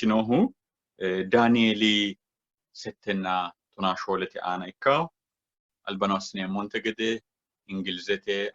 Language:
Sidamo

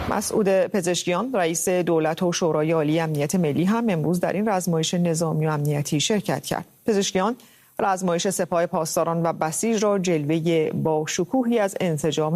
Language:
Persian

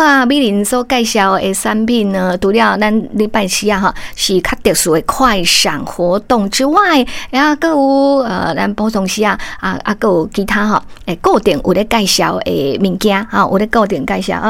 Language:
Min Nan Chinese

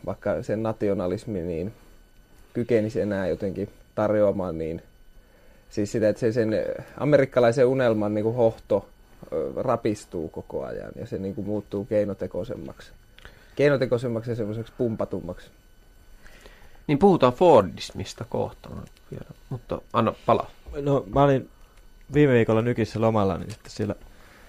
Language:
Finnish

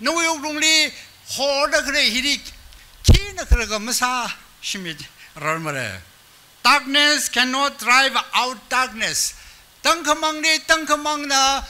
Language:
Tangkhul Naga (India)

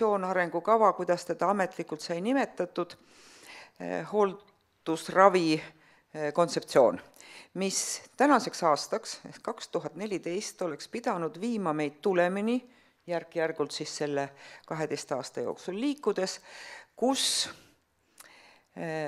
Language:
Estonian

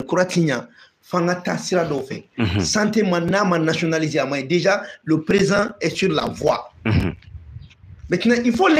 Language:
Bambara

